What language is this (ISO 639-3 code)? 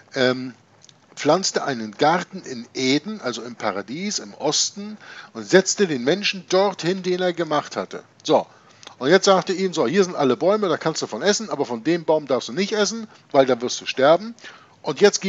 deu